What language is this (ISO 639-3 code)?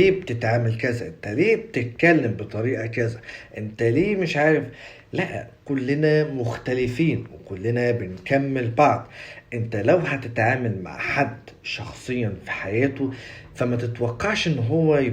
arz